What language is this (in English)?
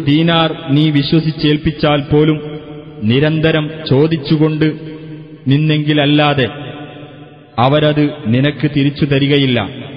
Malayalam